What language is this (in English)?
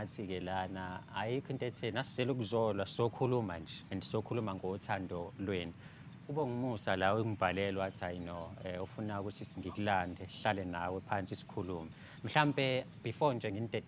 Zulu